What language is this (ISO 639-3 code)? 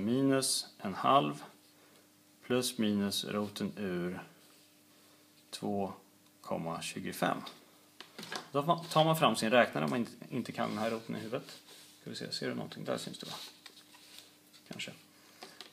swe